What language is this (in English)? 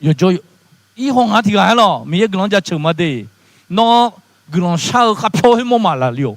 Akha